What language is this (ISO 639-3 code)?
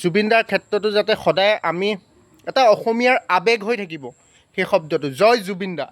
asm